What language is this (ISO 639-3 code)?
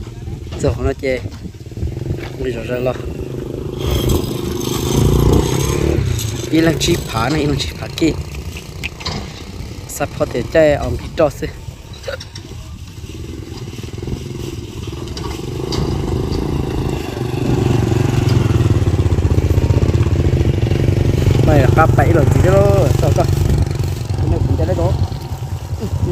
vie